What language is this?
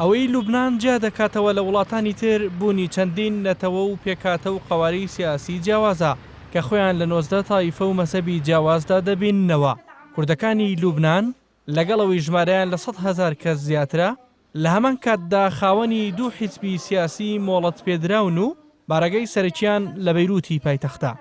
Central Kurdish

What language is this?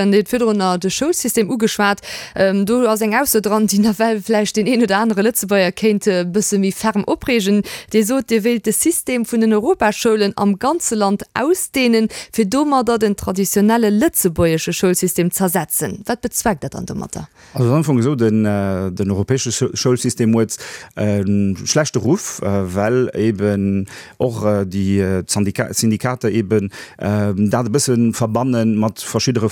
Luxembourgish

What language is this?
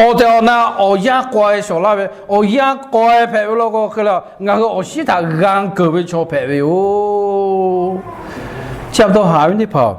Lahu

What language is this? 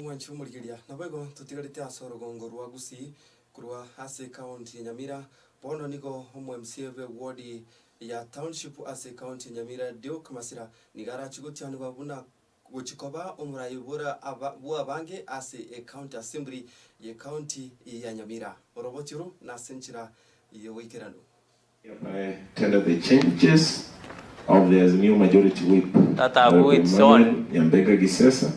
Gusii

